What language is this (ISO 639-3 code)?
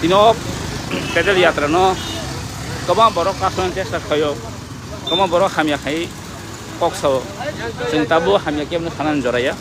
trp